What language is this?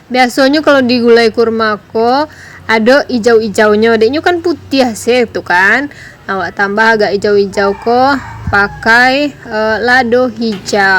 Minangkabau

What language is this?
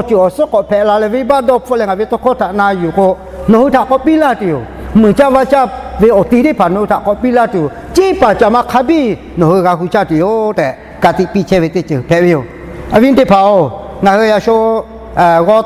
Lahu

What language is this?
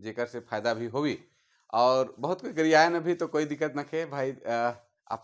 Sadri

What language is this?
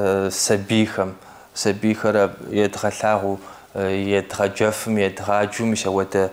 Kabardian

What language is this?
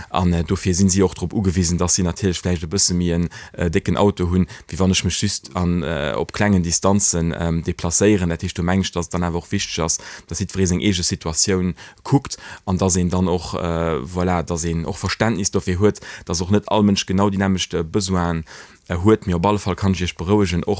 Luxembourgish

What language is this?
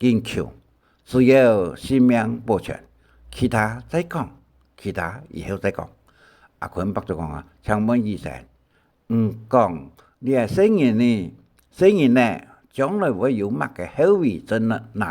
Hakka Chinese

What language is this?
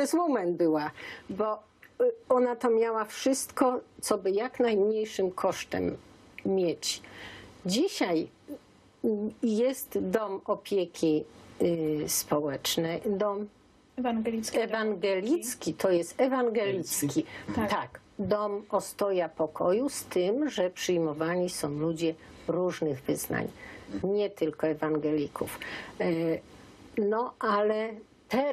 Silesian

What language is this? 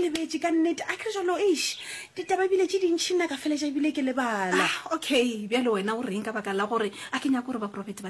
Northern Sotho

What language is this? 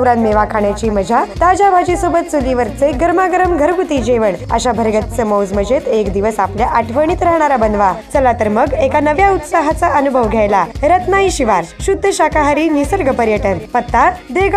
Marathi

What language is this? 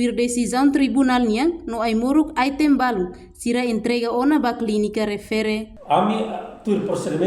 Tetum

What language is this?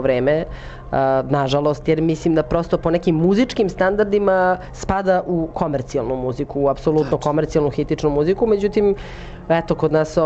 Serbian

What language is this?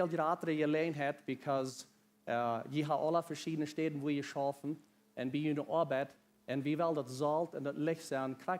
Plautdietsch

